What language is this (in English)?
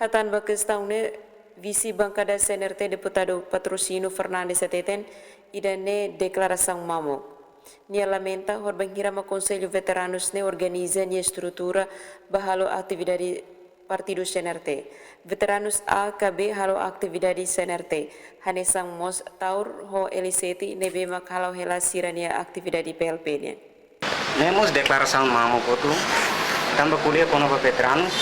Tetum